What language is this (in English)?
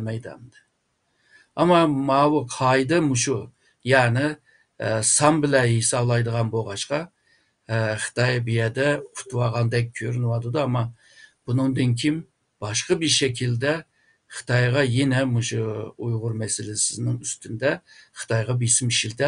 Uyghur